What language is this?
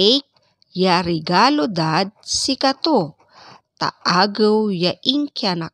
Pangasinan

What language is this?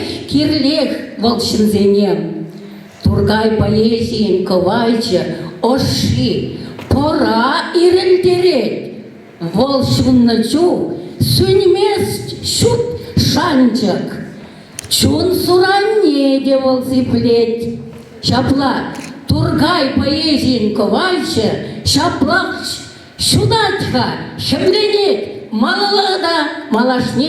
Chuvash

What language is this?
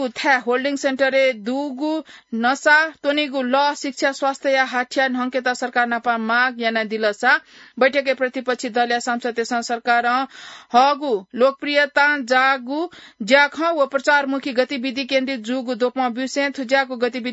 Newari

